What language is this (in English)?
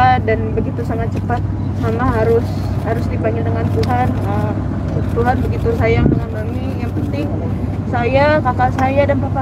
Indonesian